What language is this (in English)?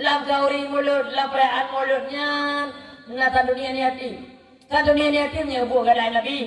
Achinese